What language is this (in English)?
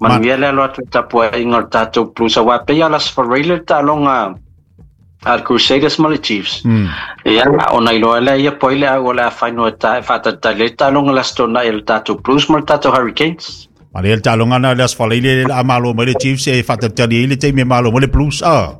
Samoan